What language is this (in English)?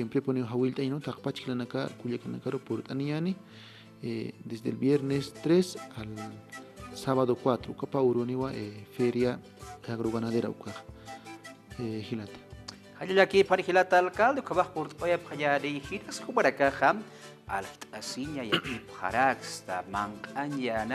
Aymara